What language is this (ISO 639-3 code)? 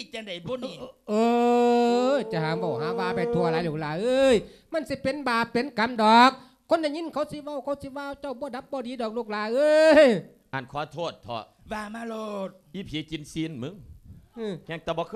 lao